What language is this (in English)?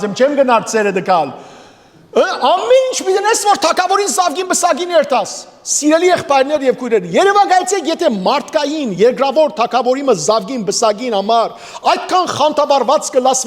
Western Armenian